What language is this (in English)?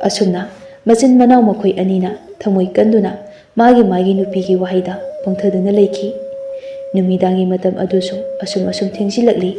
Manipuri